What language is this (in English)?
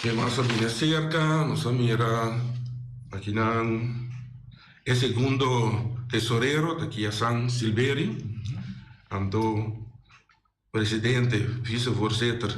Papiamento